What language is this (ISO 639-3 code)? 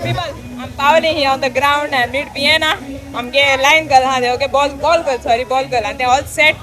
kok